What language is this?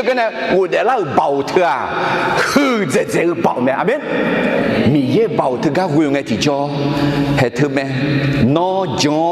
Akha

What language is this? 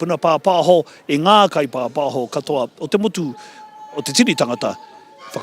Māori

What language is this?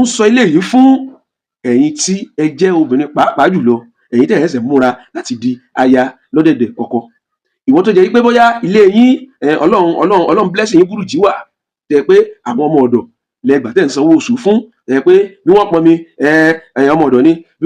Yoruba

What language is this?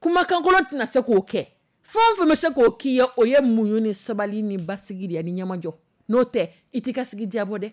Dyula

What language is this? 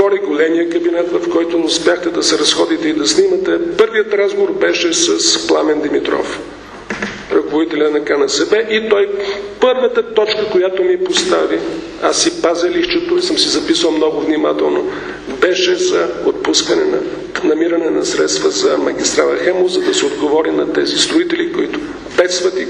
Bulgarian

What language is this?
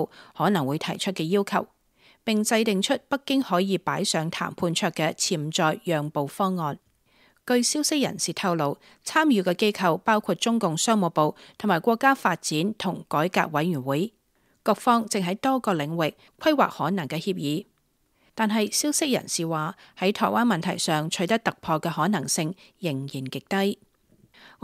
Cantonese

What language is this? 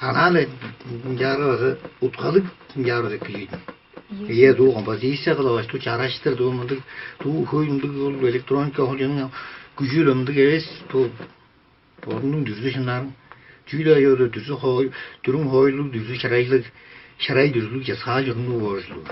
Tuvinian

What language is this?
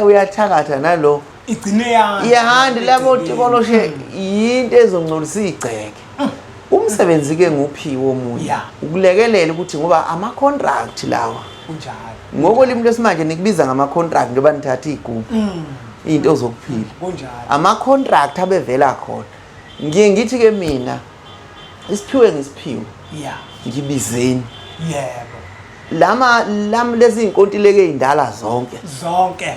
Zulu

